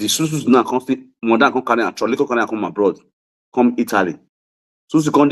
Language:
Nigerian Pidgin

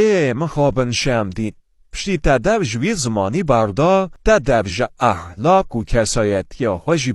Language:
Kurdish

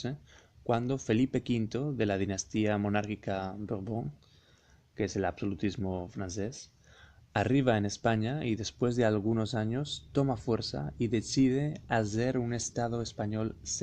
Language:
Ladino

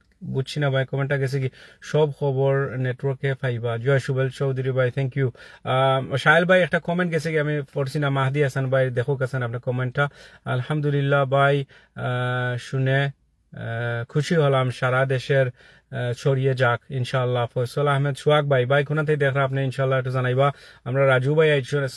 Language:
Sylheti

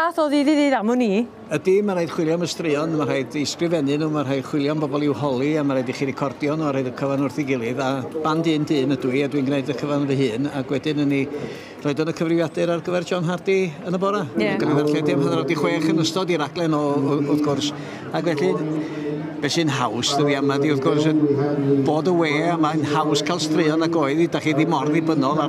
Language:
Welsh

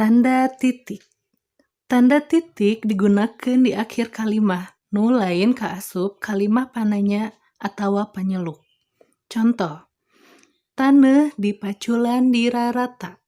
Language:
Sundanese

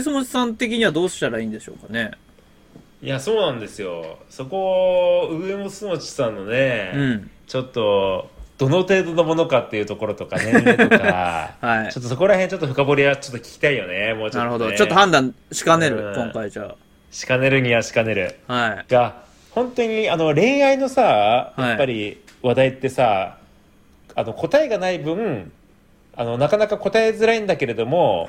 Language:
Japanese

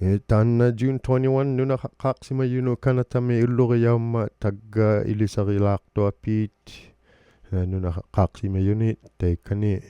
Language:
Inuktitut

